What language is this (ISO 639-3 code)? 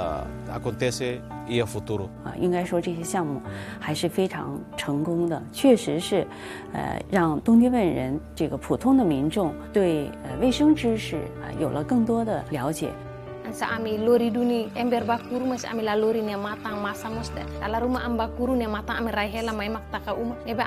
tet